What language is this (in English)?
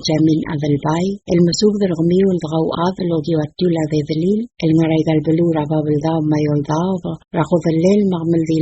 Palauan